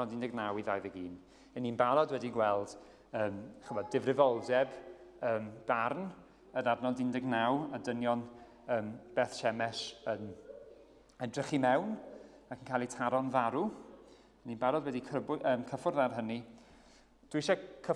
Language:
Welsh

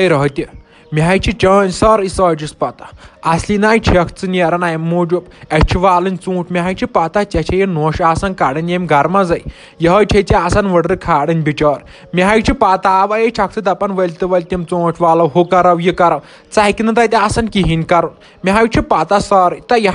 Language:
Kashmiri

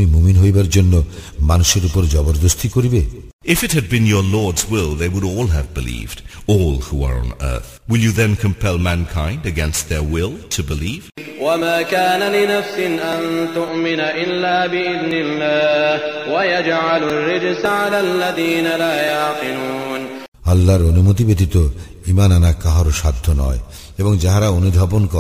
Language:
Bangla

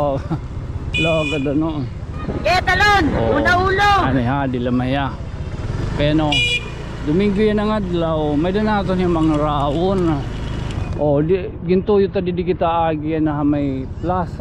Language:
Waray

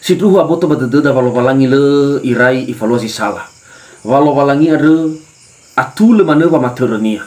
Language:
Nias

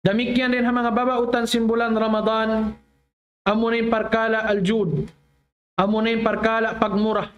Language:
Tausug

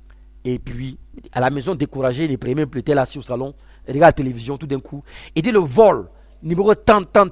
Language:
French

